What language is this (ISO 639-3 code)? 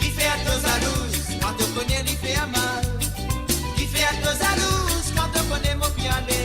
mfe